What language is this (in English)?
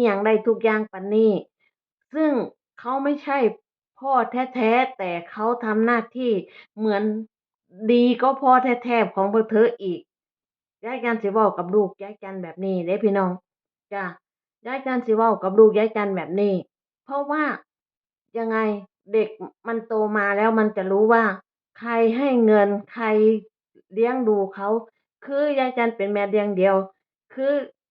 Northeastern Thai